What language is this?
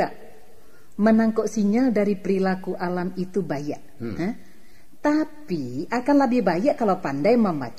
Minangkabau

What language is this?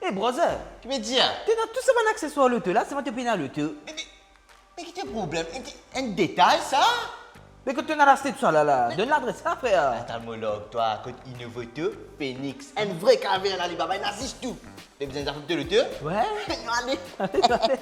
Morisyen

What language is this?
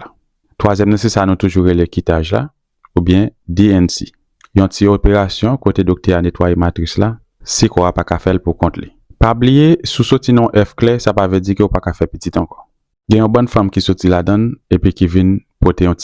Haitian Creole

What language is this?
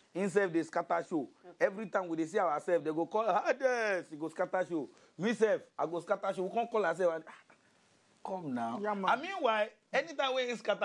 Nigerian Pidgin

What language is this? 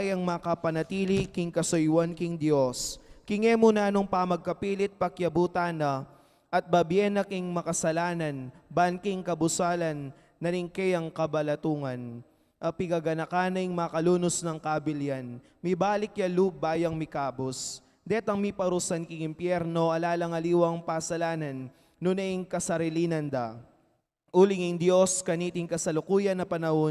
Pampanga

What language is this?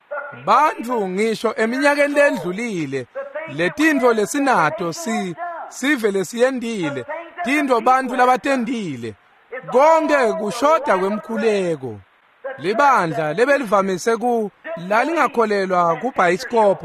Swati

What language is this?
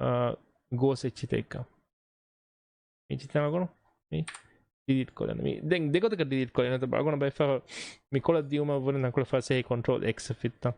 Divehi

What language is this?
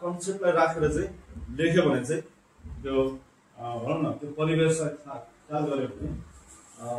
Nepali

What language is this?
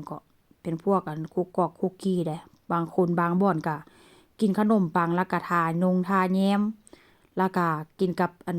Northeastern Thai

